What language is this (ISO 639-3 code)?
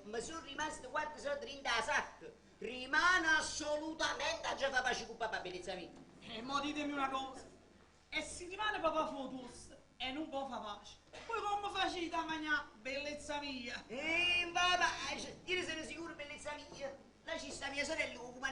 nap